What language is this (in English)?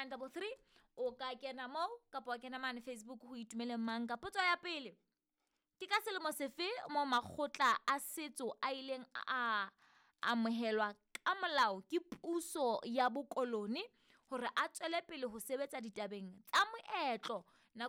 Southern Sotho